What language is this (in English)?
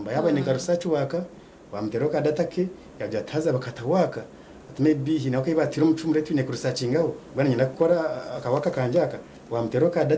Nyankole